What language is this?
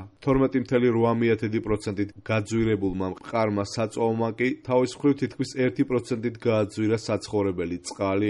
Georgian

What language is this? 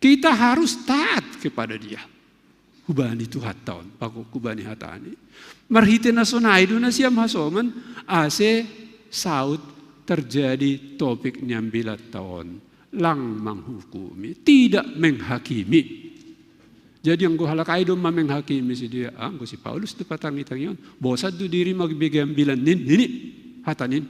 Batak Simalungun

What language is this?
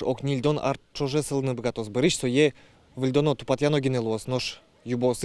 Udmurt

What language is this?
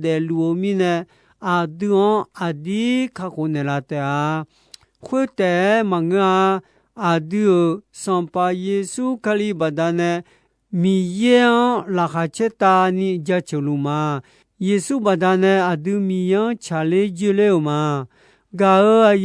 Akha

